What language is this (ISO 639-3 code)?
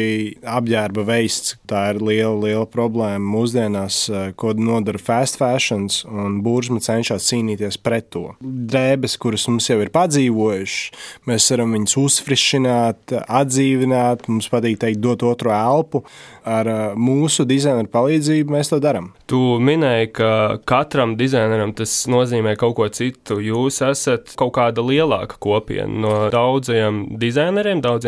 lav